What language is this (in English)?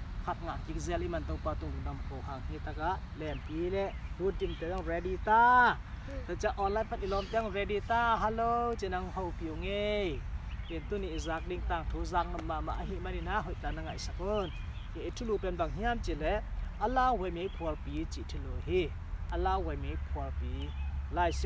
Tedim Chin